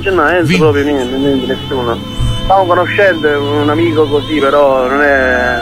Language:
Italian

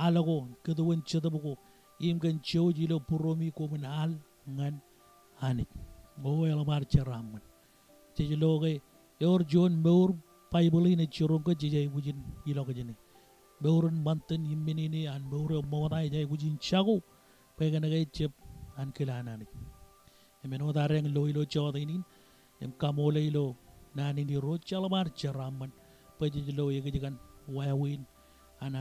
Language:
Marshallese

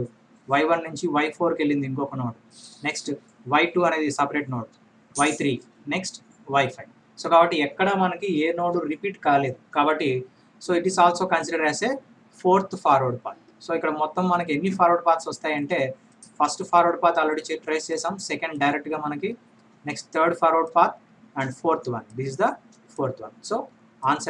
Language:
Telugu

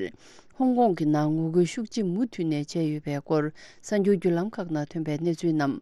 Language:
Tibetan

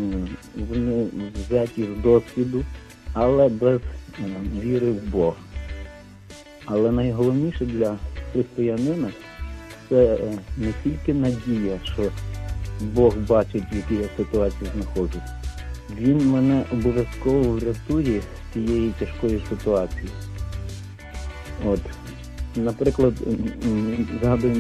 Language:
Ukrainian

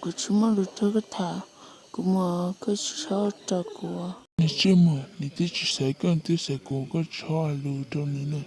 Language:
Hmong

